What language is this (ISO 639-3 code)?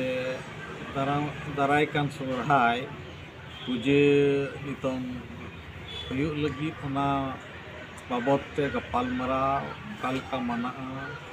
sat